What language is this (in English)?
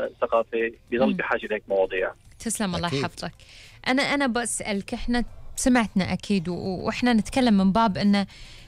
Gulf Arabic